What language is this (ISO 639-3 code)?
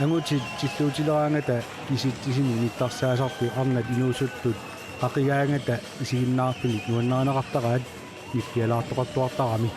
kal